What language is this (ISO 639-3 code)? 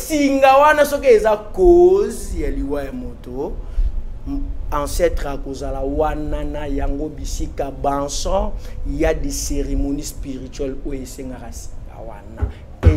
lin